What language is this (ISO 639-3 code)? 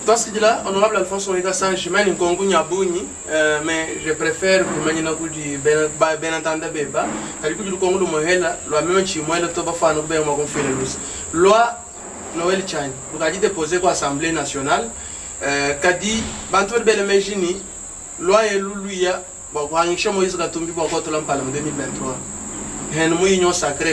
lua